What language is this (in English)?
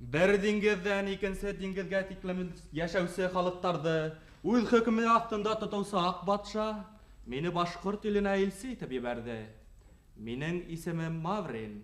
Bashkir